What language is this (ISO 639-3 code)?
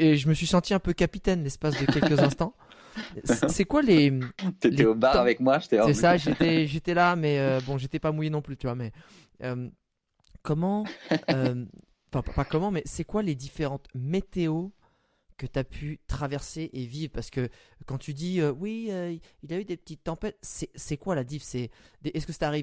fra